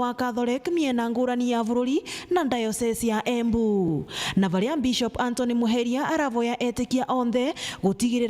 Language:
Meru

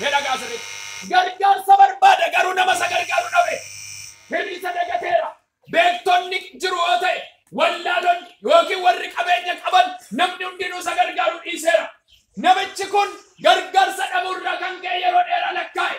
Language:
Oromo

